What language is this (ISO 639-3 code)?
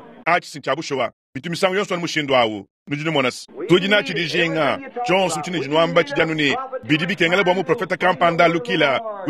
lua